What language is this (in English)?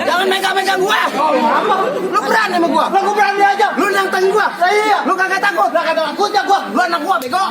Betawi